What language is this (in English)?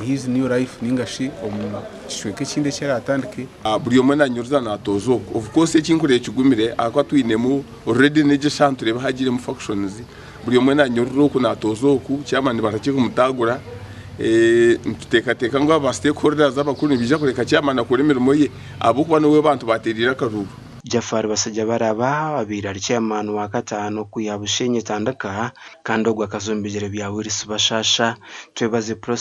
Nyankole